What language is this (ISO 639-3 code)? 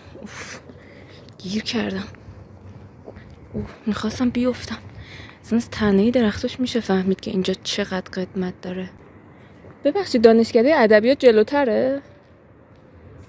fas